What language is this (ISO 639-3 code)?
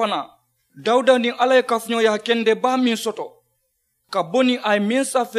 man